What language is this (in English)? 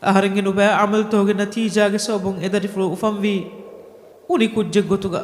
Divehi